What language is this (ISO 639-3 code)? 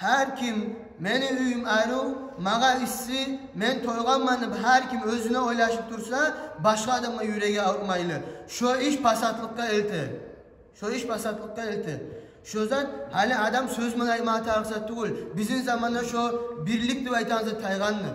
kum